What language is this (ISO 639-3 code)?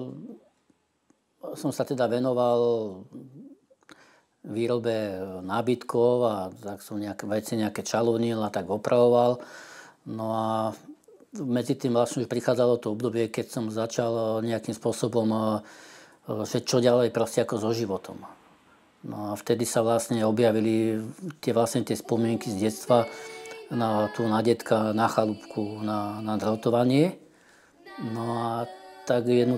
slk